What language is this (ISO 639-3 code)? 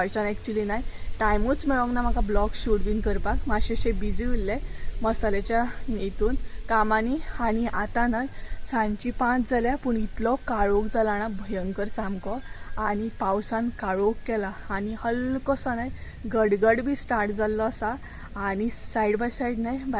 kok